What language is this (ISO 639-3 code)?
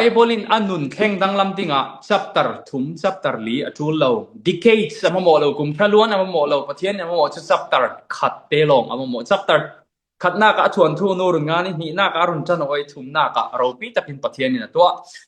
cfm